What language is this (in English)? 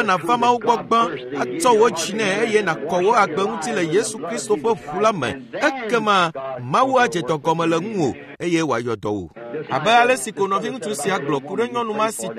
Ewe